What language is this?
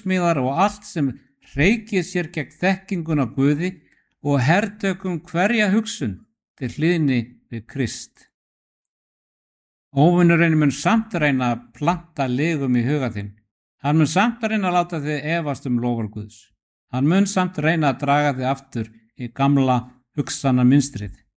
Icelandic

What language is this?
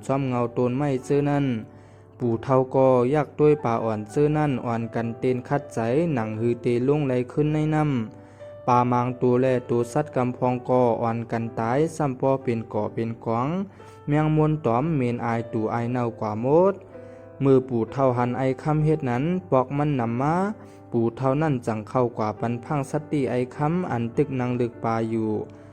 Shan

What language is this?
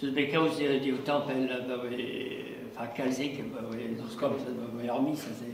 Breton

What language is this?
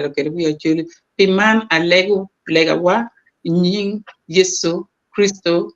Acoli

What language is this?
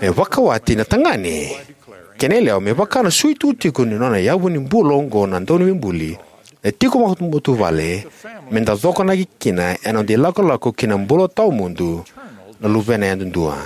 Fijian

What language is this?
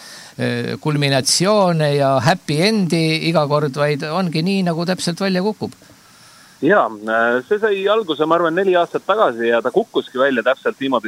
Estonian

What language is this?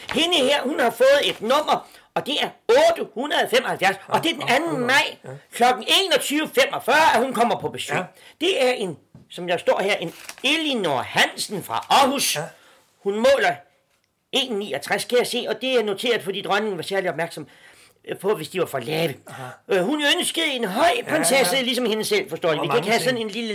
Danish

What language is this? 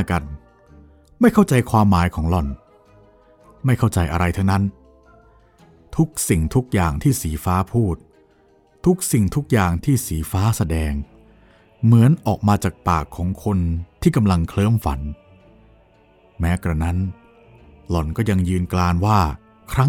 Thai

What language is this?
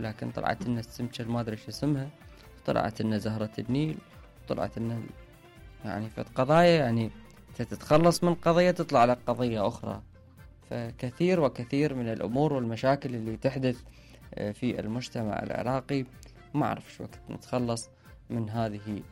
Mesopotamian Arabic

